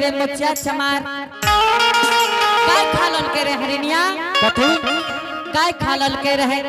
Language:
Angika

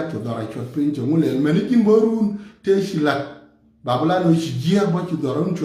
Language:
Nuer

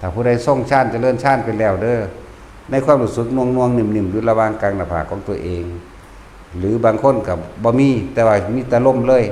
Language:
Northeastern Thai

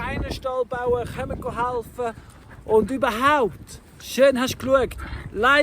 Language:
Swiss German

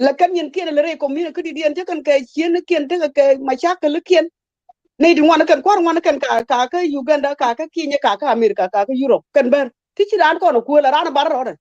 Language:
Nuer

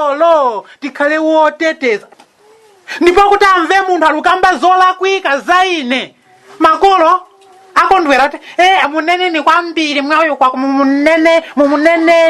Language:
Nyanja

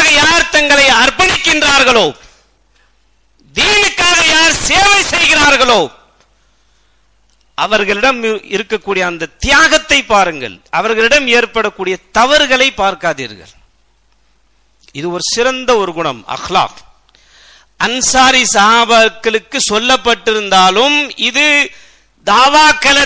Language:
Tamil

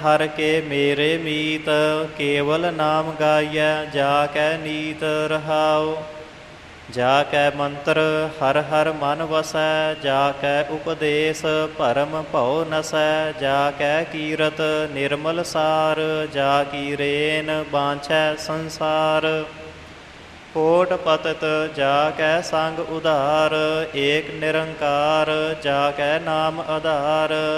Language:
Punjabi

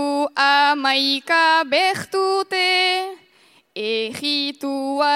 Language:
Basque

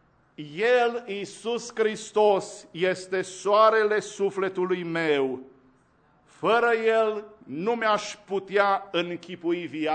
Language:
Romanian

